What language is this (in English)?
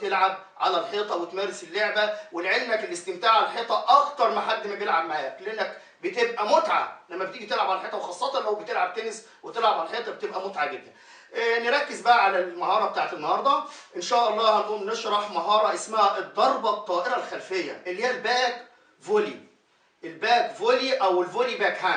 Egyptian Arabic